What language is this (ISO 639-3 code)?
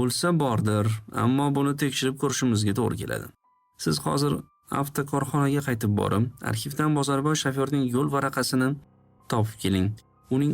uzb